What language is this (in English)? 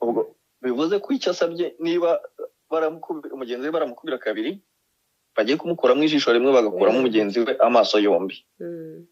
Kinyarwanda